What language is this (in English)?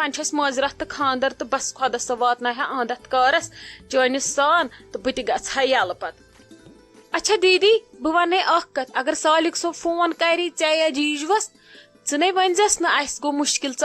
Kashmiri